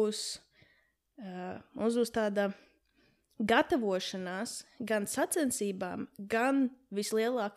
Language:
Latvian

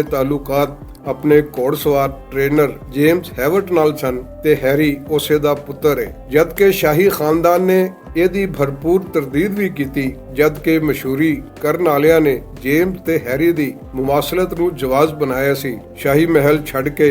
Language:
Western Panjabi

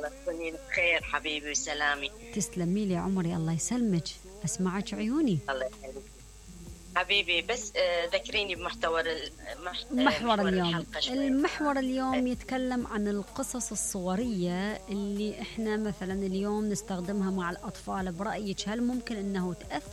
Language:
Mesopotamian Arabic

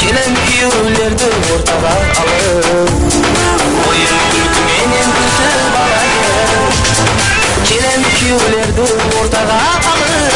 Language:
Kara-Kalpak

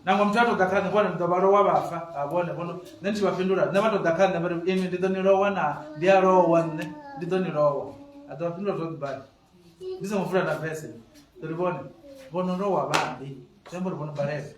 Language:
Venda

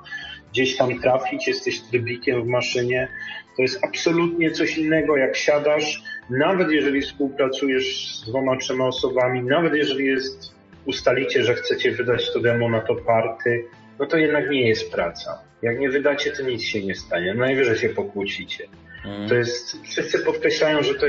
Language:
Polish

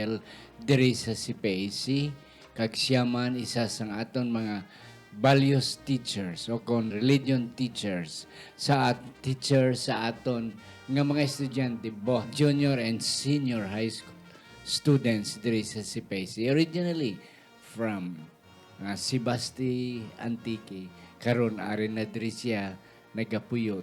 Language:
Hiligaynon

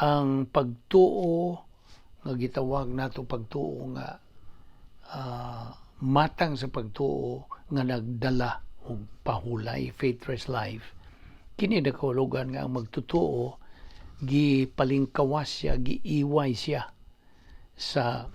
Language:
Cebuano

